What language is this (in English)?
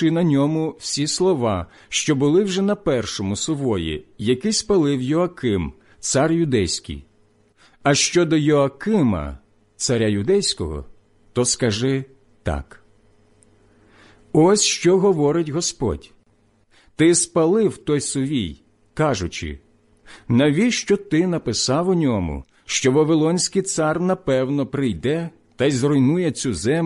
Ukrainian